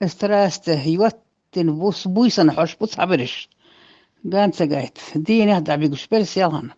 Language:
Chechen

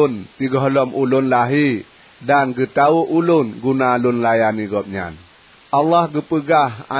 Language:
Achinese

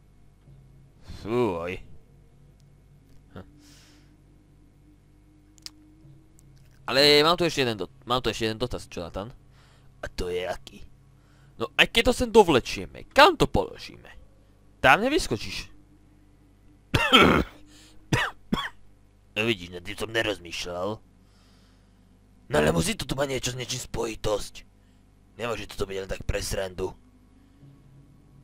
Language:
Slovak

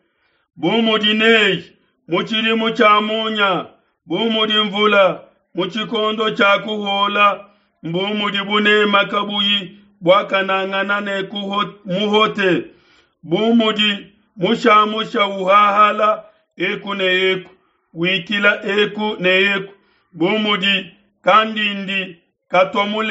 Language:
Luba-Lulua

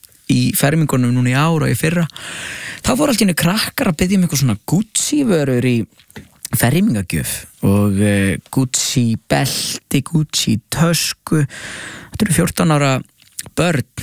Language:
Icelandic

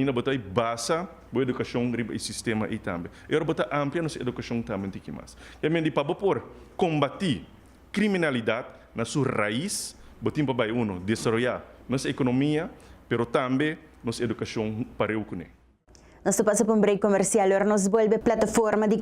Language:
Papiamento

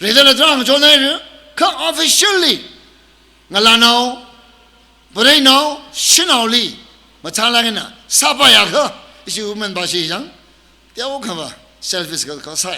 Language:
Tangkhul Naga (India)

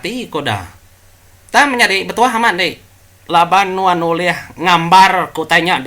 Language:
Iban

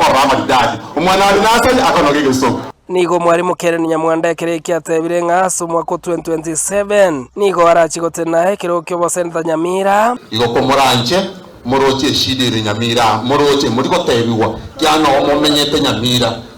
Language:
Gusii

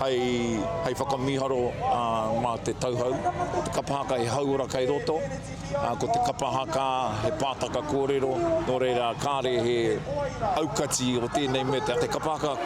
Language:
Māori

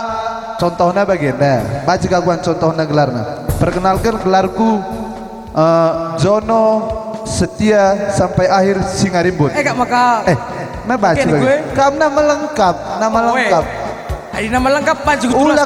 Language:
Batak Karo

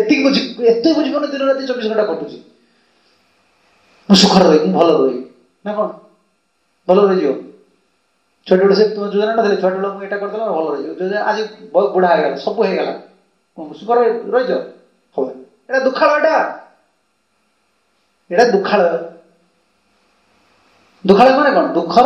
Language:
Odia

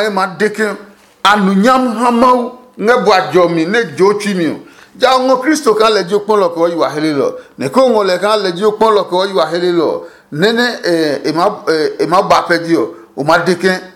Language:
Adangme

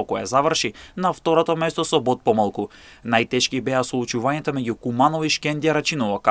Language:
Macedonian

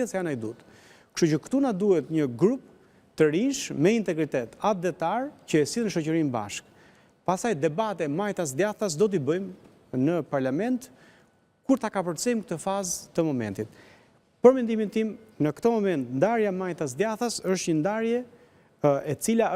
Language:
Albanian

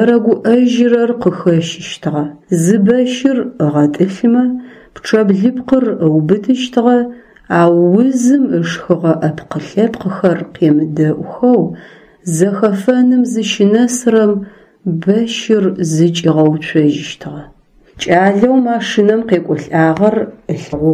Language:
Adyghe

